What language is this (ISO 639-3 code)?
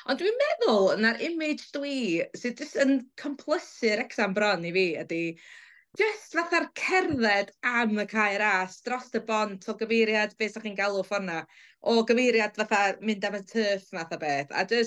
cym